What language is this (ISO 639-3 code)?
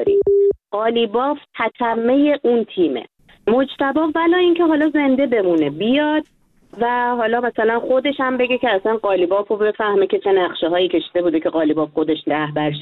fas